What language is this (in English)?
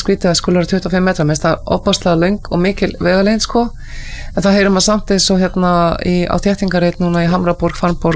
Icelandic